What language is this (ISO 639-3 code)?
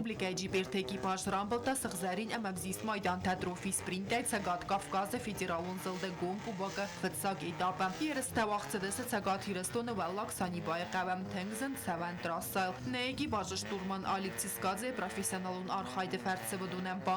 oss